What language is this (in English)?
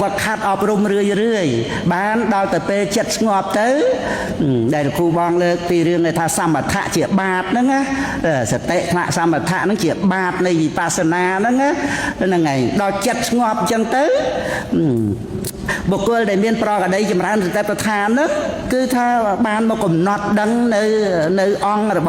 Khmer